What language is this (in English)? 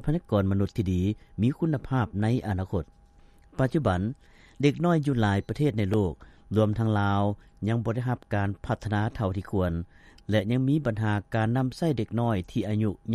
Lao